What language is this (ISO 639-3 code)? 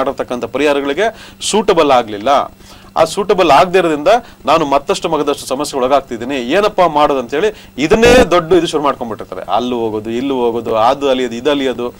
kan